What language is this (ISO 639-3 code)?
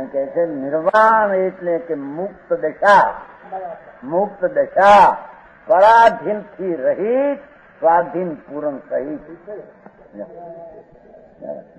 guj